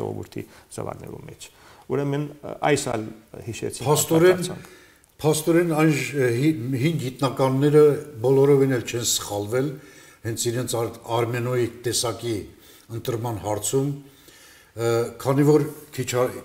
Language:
Armenian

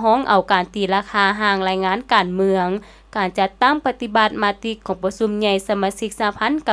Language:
Lao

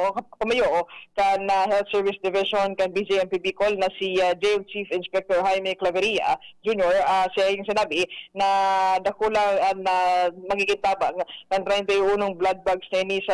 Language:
Bikol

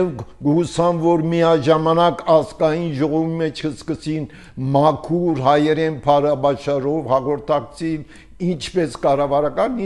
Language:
Armenian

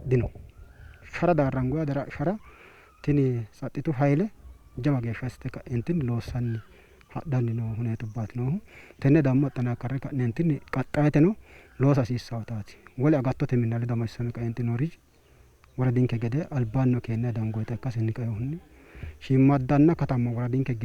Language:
Sidamo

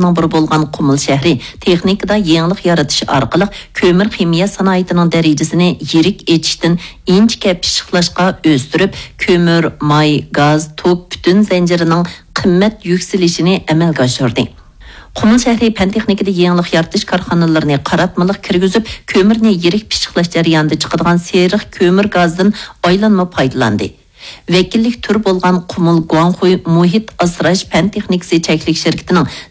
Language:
Uyghur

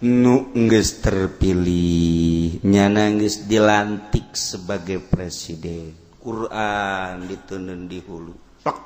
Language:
Sundanese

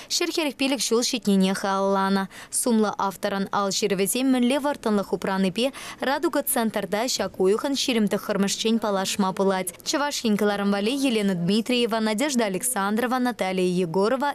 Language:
Chuvash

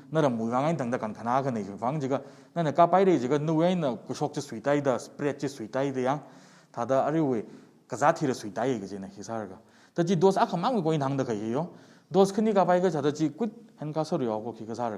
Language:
Tangkhul Naga (India)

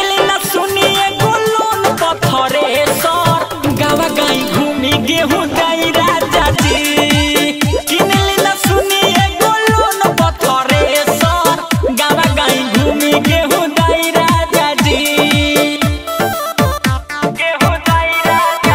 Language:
Bhojpuri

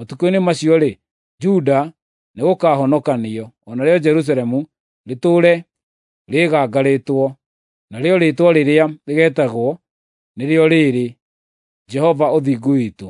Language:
Kikuyu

